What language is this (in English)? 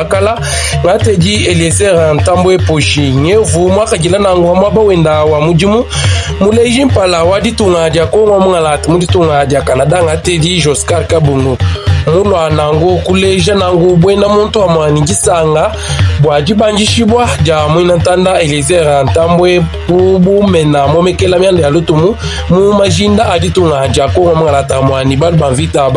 Luba-Lulua